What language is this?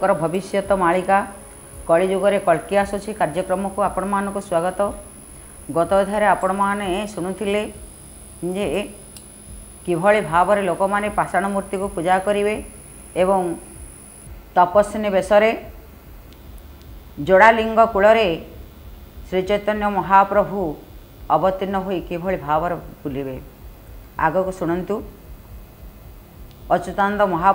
Odia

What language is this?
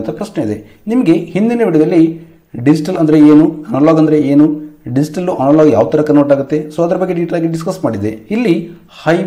Kannada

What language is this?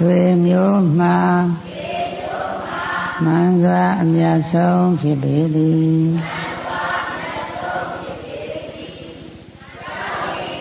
Burmese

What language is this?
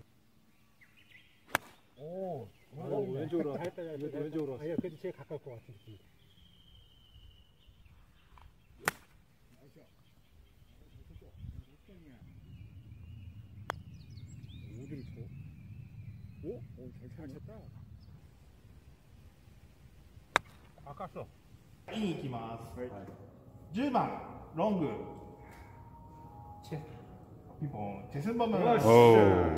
Korean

